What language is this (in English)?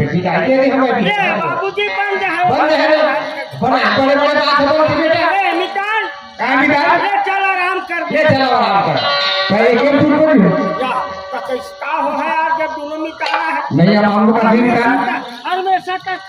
Chhattisgarhi